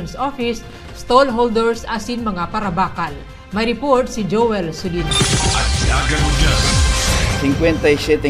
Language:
Bikol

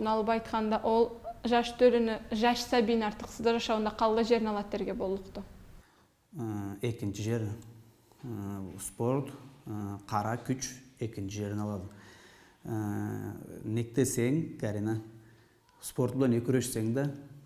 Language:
Karachay-Balkar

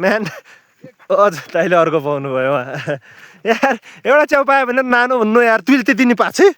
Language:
Nepali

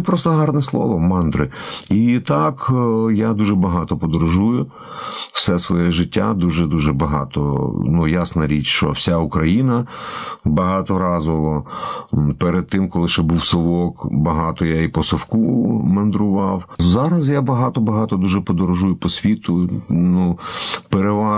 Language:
Ukrainian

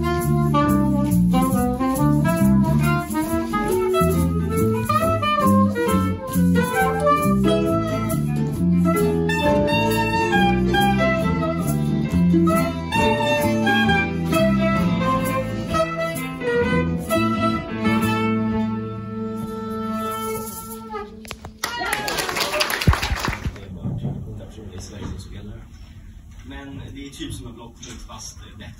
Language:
Swedish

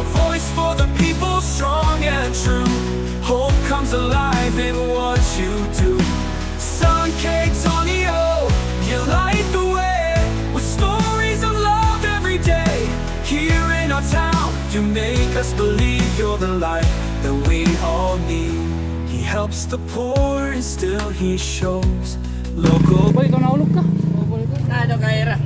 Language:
Waray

